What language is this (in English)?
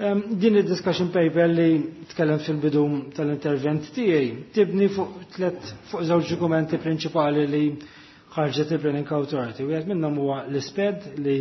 Maltese